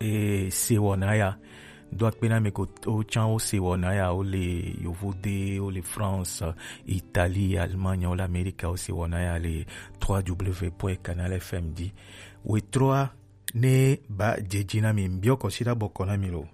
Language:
Gen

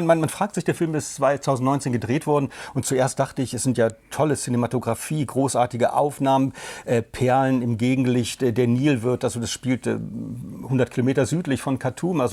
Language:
German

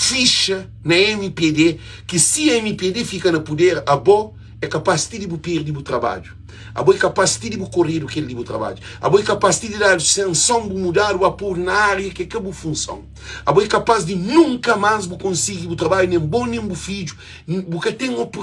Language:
Kabuverdianu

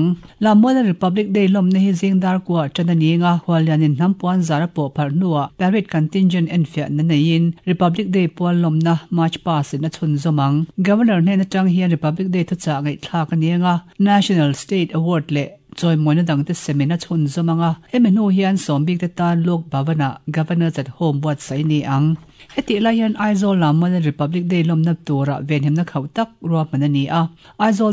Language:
Mizo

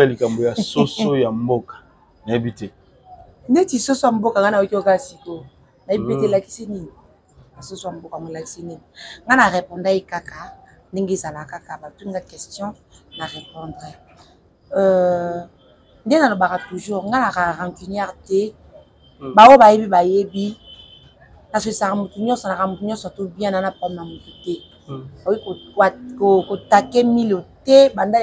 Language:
Lingala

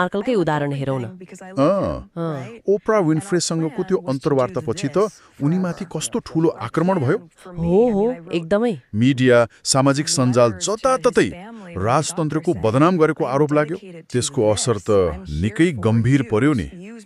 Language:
Nepali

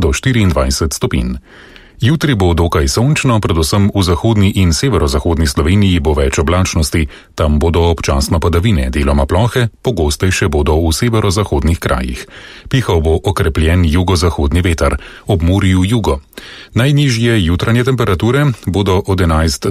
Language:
Slovenian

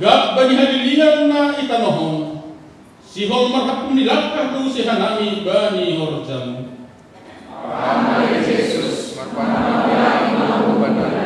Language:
Batak Simalungun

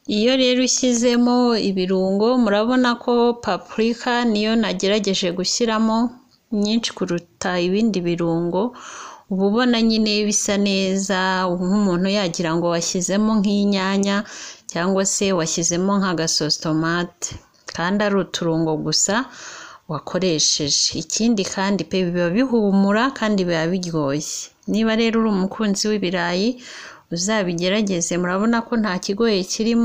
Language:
Kinyarwanda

